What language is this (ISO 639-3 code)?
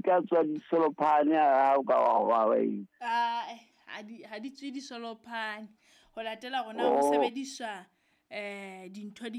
sot